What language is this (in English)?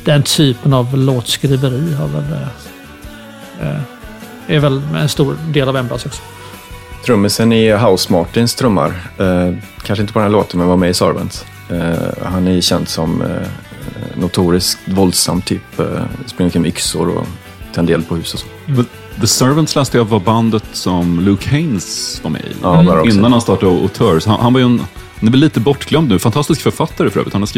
Swedish